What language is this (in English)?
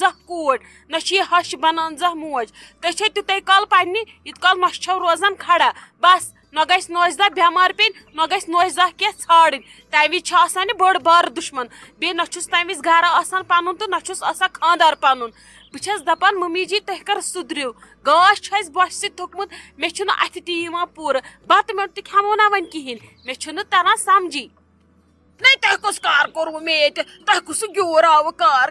Kashmiri